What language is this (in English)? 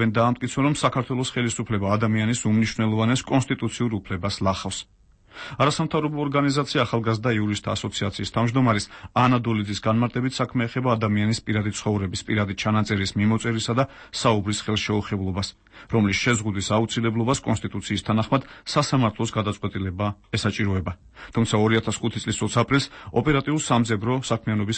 Georgian